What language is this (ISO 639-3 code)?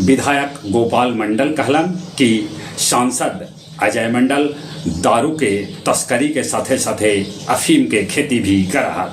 mag